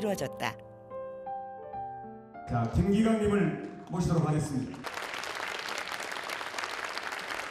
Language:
Korean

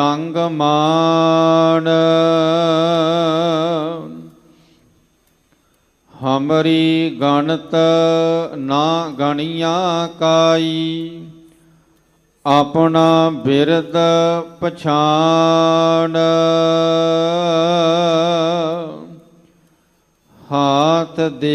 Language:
Punjabi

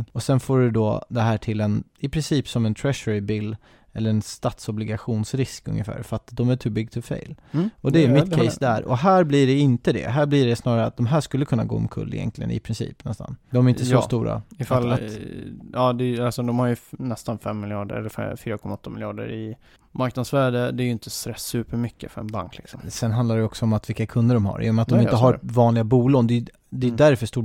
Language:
Swedish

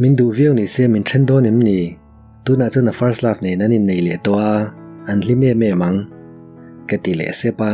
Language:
Mizo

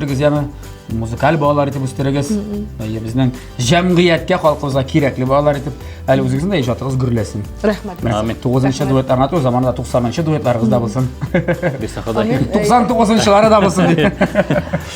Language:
Tatar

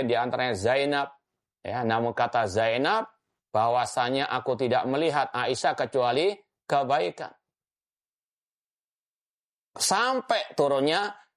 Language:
Indonesian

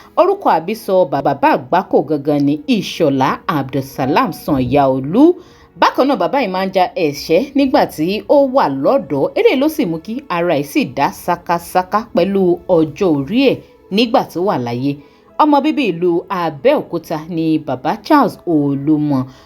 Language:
Yoruba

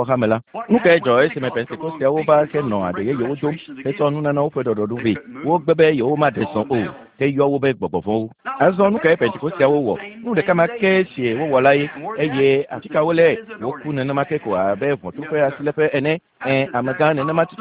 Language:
Ewe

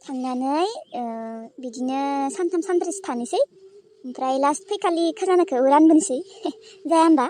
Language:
Bodo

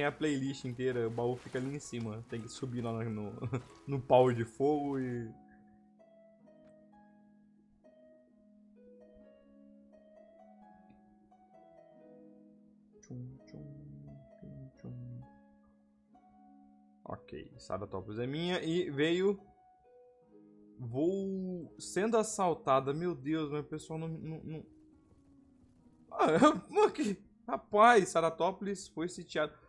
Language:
Portuguese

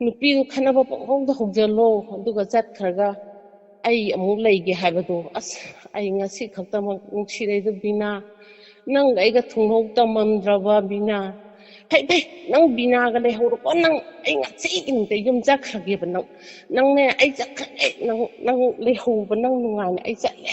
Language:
Manipuri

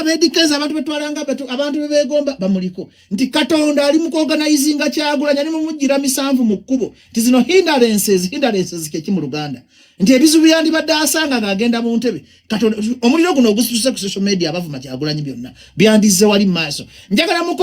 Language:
Ganda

